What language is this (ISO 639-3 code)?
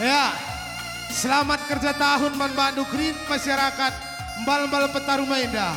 btx